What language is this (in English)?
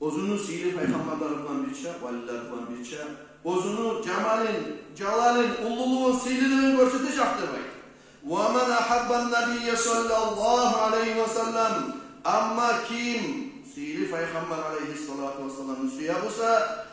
Kumyk